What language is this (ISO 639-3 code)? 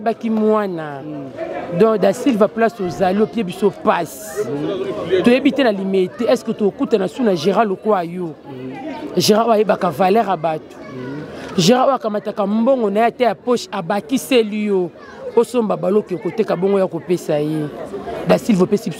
lin